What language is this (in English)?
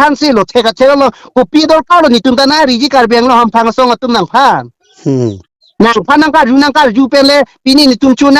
Karbi